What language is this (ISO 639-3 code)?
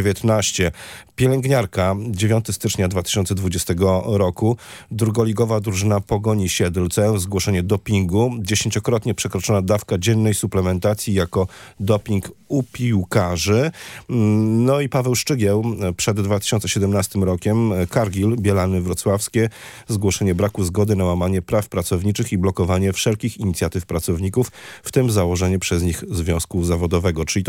pol